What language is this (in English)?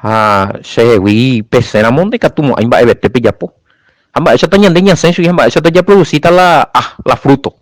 Guarani